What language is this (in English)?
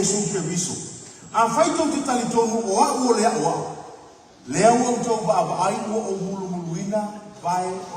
Samoan